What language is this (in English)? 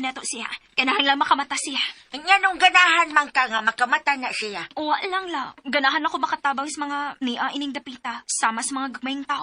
Cebuano